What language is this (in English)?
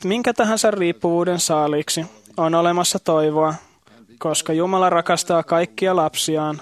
Finnish